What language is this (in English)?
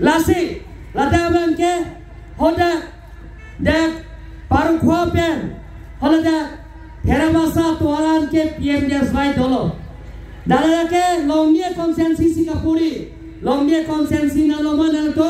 Karbi